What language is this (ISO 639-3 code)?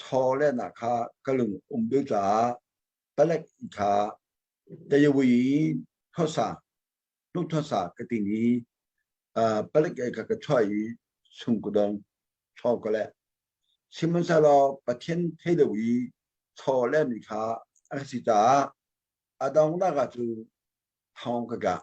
cnh